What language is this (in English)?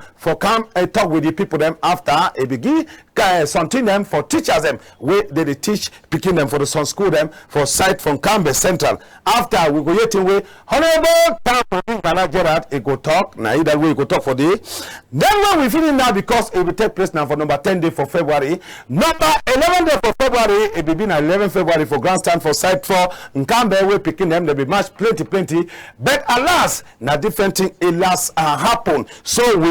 Cameroon Pidgin